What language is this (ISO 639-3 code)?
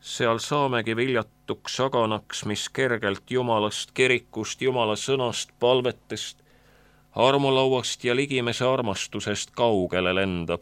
est